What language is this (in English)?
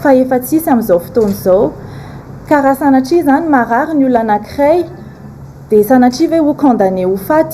Malagasy